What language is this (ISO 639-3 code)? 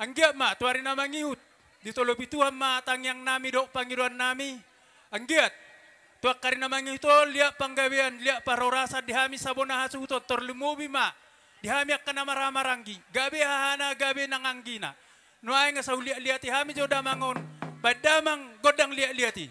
bbc